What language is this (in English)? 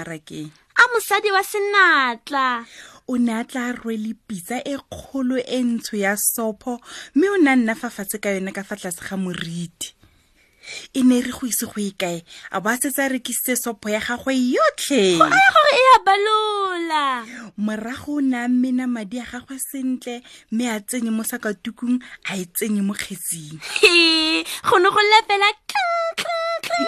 Tswana